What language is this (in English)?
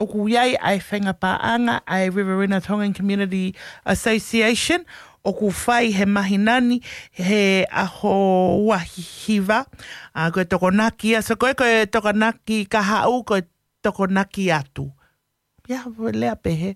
Tongan